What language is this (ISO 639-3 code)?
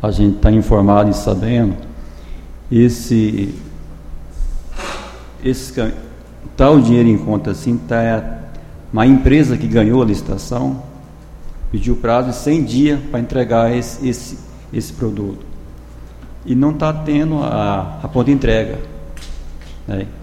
por